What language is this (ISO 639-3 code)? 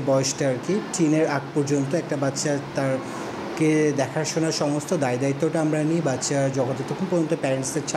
ben